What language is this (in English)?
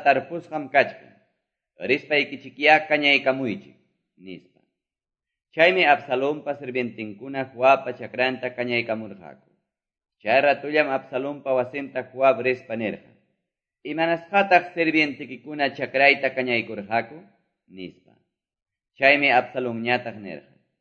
Quechua